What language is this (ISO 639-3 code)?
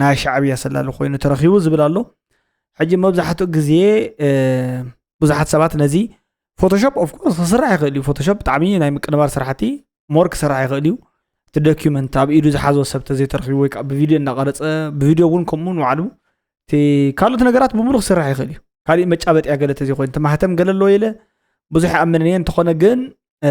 tir